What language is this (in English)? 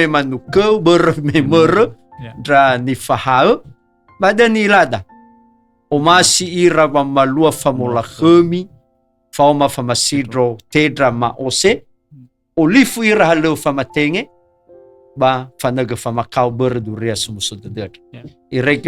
Nias